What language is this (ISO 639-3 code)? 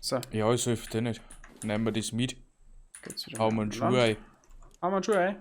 bar